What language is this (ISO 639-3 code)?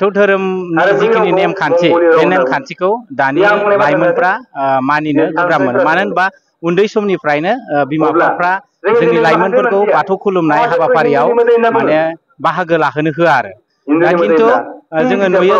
brx